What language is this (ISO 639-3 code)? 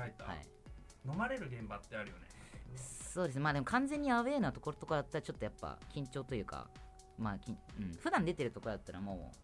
jpn